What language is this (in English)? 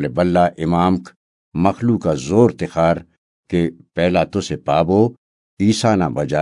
Brahui